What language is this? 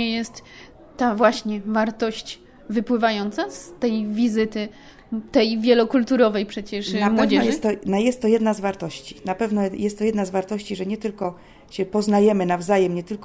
Polish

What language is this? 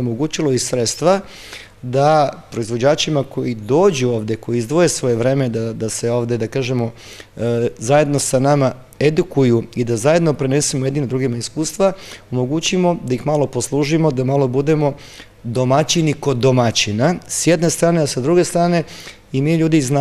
Serbian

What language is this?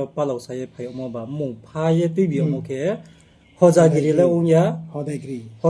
Riang (India)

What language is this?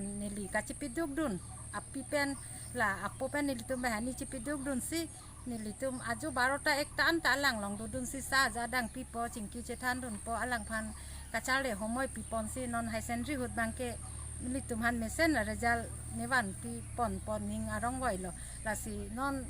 Karbi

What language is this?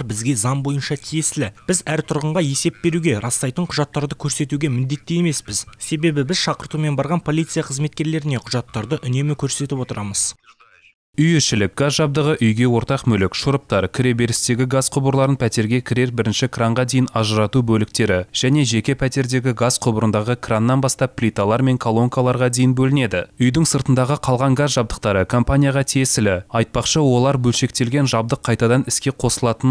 Kazakh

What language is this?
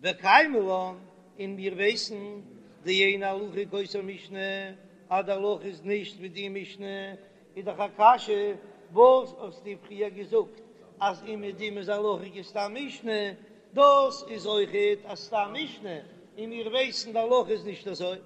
Yiddish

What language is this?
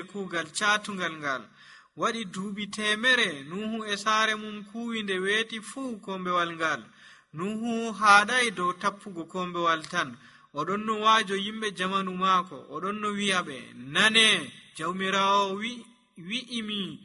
Nigerian Fulfulde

